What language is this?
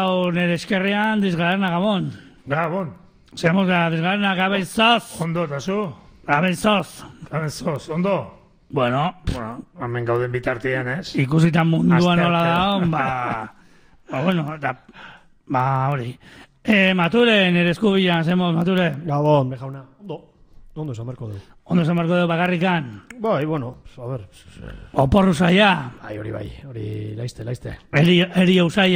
Basque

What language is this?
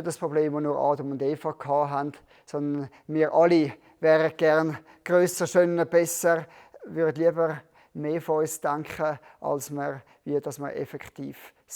Swiss German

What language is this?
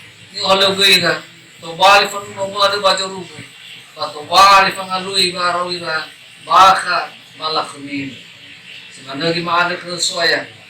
Nias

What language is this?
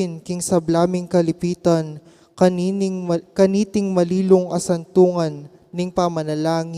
Pampanga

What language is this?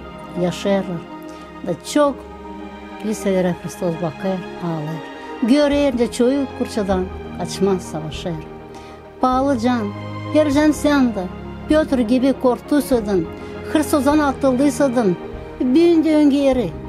Gagauz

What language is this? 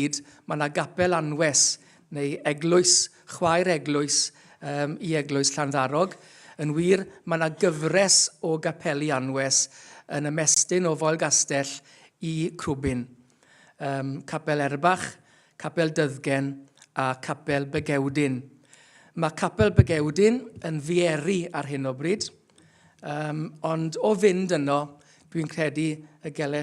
Welsh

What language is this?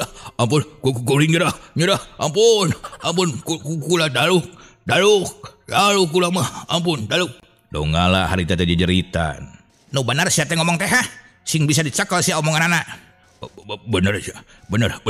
Sundanese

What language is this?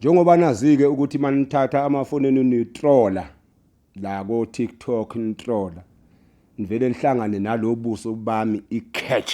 Zulu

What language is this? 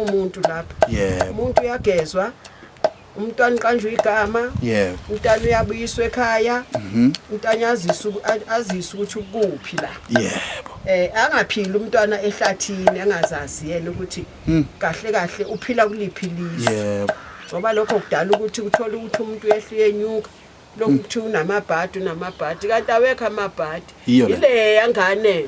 Zulu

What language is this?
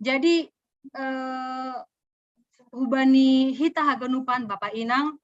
Batak Simalungun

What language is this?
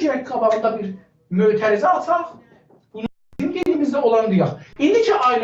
South Azerbaijani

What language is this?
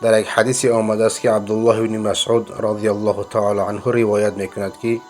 Persian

